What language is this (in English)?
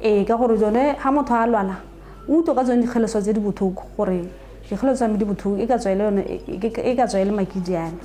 Tswana